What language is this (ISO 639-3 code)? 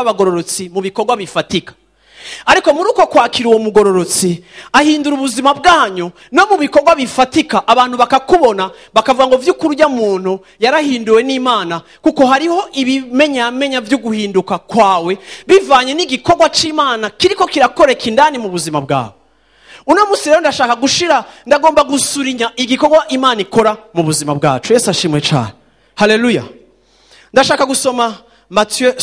run